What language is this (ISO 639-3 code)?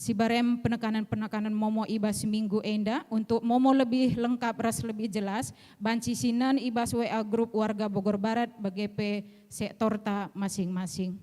btx